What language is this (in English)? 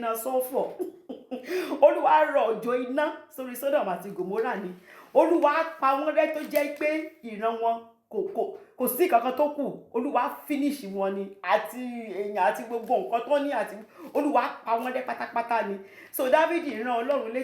Yoruba